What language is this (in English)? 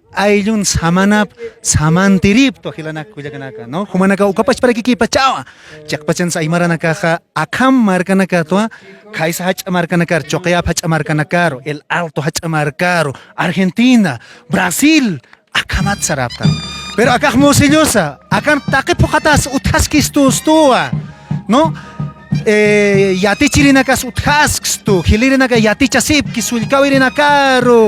Aymara